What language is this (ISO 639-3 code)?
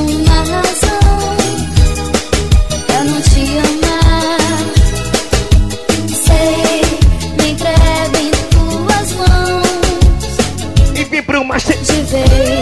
por